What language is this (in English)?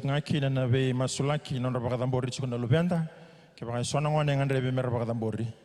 Fijian